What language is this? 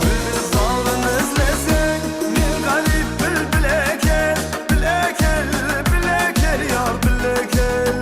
Kara-Kalpak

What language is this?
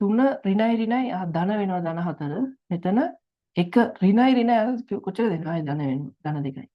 Sinhala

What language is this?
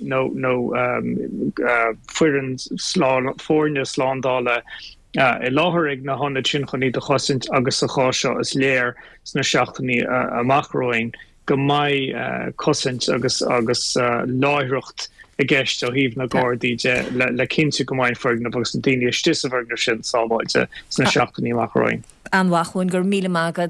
Irish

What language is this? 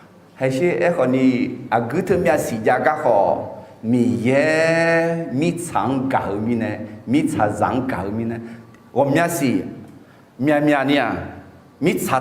Akha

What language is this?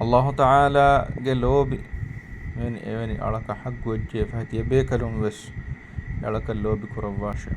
Divehi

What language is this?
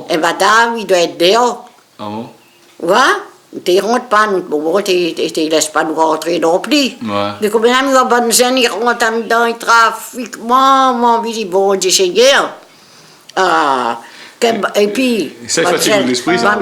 Réunion Creole French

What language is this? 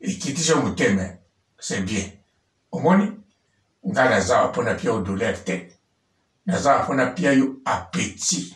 Lingala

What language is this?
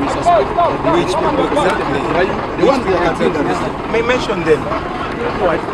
Nyankole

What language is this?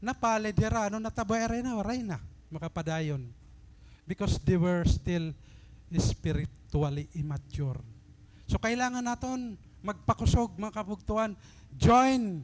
Waray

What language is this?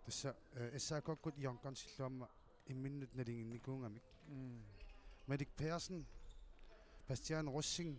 Kalaallisut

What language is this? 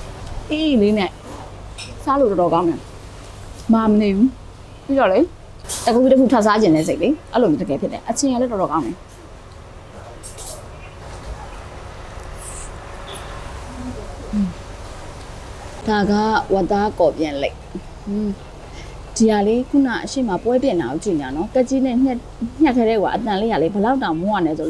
Burmese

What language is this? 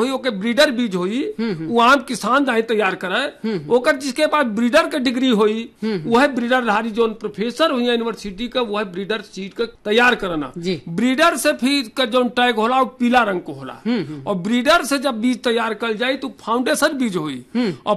Bhojpuri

